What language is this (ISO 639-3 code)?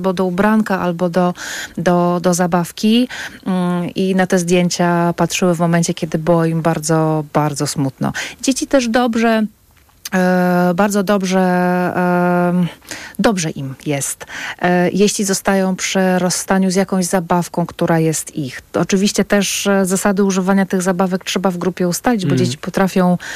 pol